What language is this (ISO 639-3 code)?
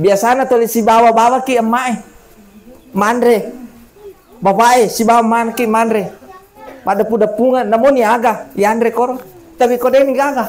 bug